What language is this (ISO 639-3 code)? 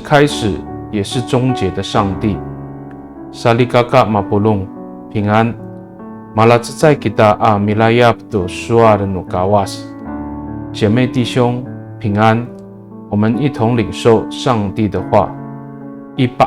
ami